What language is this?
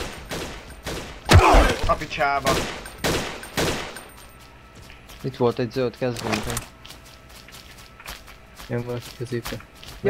Hungarian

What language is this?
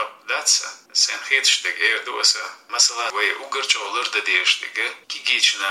Chechen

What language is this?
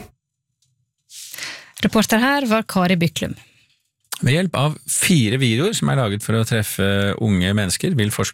Norwegian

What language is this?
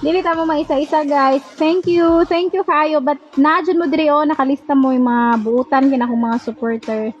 Cebuano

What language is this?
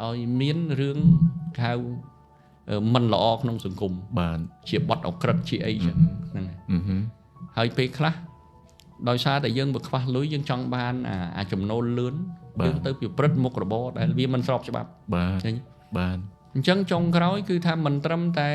Khmer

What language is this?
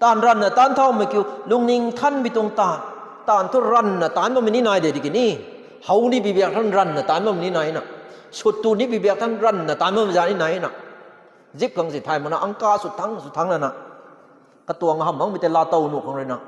Rongmei Naga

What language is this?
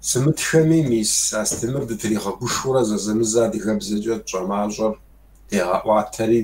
Kabardian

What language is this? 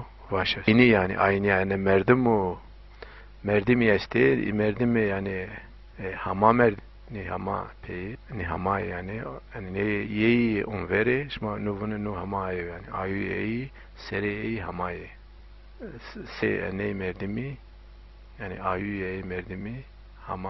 Zaza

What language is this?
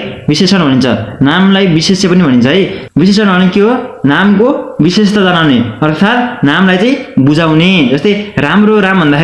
Nepali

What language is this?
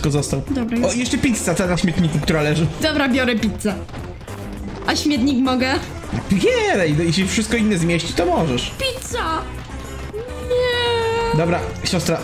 Polish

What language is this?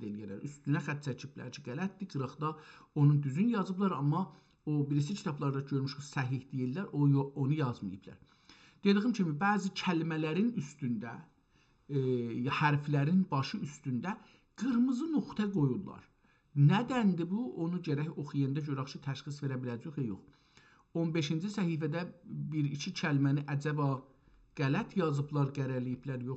South Azerbaijani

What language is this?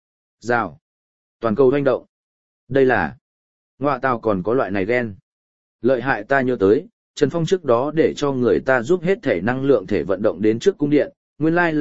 Vietnamese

